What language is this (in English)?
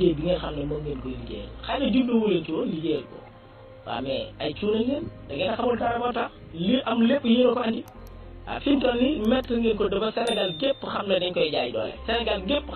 Wolof